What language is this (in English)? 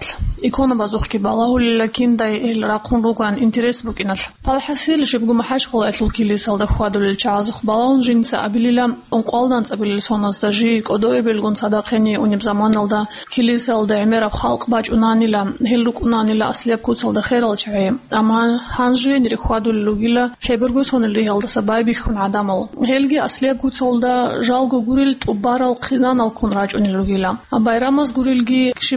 Avaric